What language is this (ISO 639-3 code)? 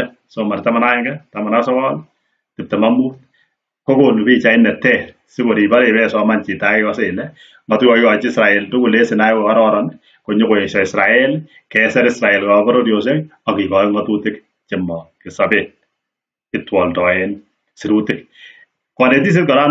kln